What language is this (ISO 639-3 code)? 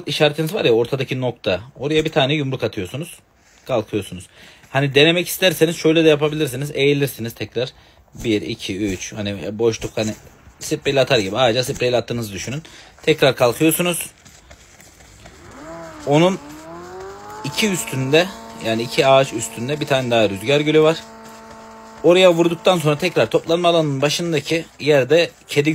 tur